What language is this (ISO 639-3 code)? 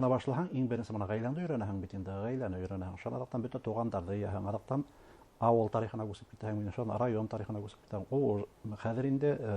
bak